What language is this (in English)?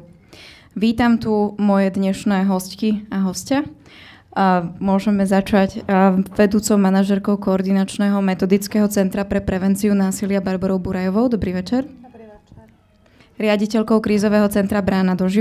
Slovak